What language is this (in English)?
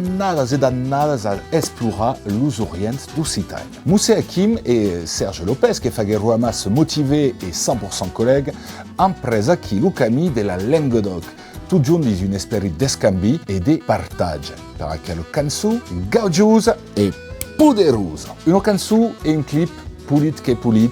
Occitan